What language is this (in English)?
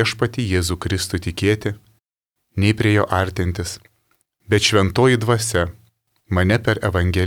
Lithuanian